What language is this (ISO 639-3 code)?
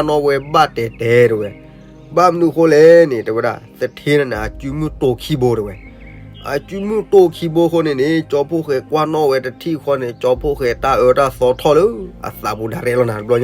ksw